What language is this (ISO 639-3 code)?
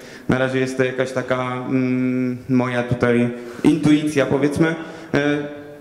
pol